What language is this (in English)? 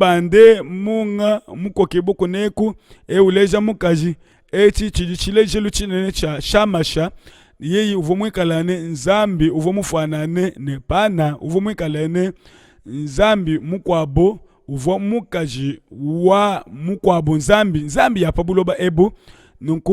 Luba-Lulua